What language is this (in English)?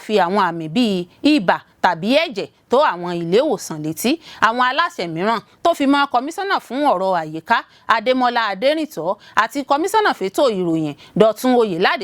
Yoruba